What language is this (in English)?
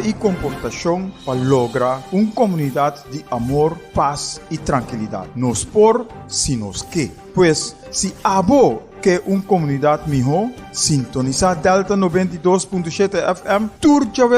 Papiamento